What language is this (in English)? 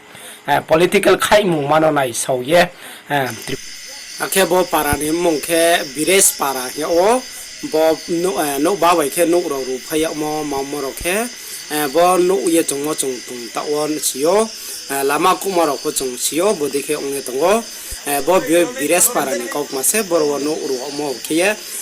Riang (India)